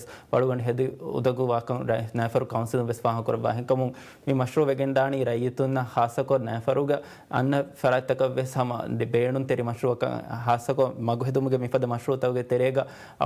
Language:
Divehi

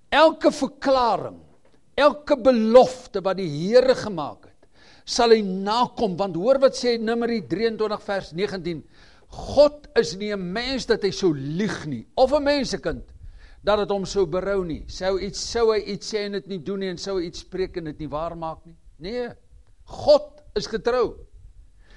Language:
Afrikaans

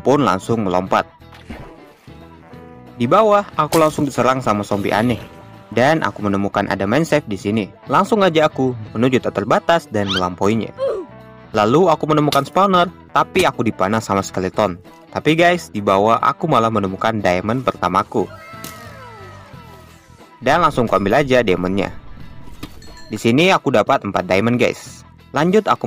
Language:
Indonesian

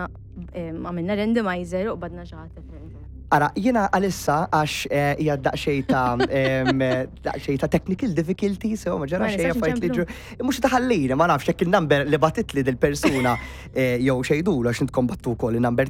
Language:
Maltese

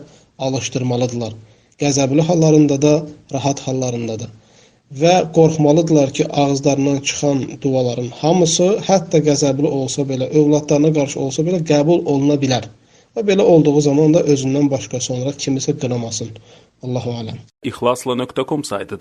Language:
Azerbaijani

